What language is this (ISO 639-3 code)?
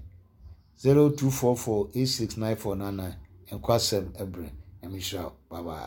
aka